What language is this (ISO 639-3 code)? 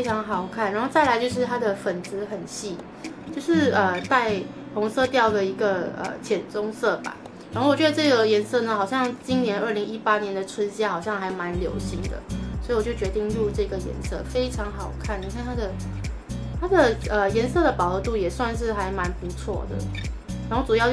zho